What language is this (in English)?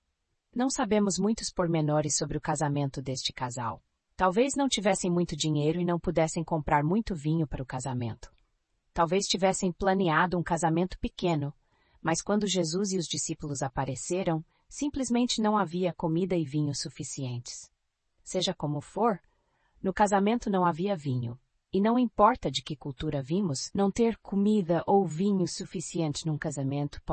Portuguese